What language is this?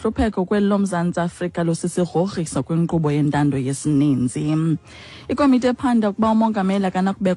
Xhosa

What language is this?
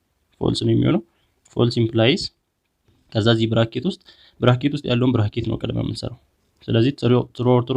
Amharic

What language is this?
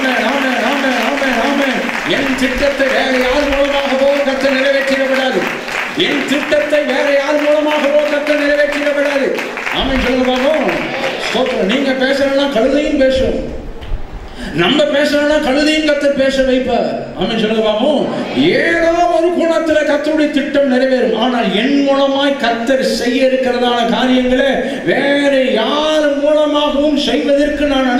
Tamil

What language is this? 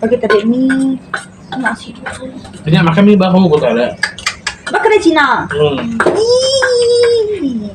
Iban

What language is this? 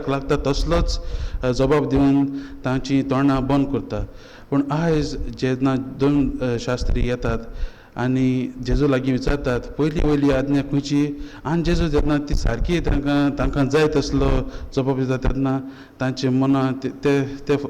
Konkani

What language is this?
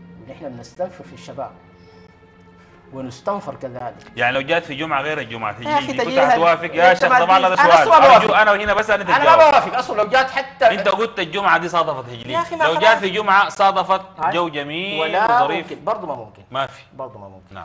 Sudanese Arabic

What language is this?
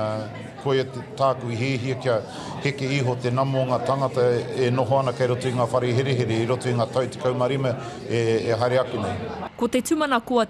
Māori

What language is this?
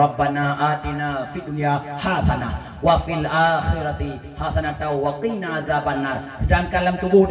Achinese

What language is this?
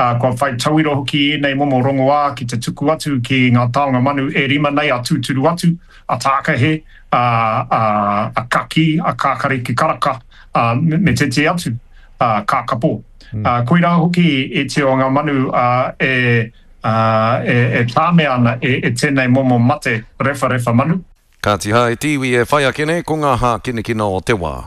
Māori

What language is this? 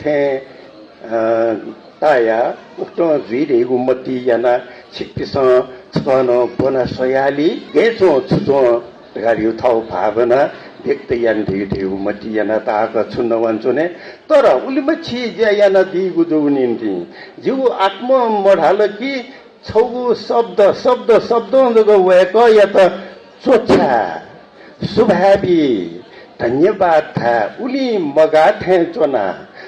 Newari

